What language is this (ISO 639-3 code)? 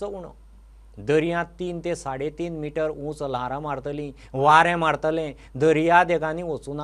kok